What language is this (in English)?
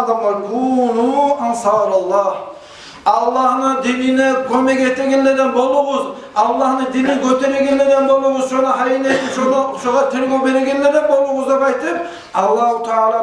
Kumyk